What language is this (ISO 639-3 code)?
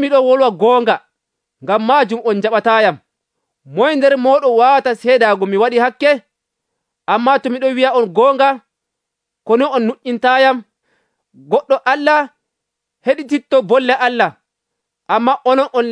fuv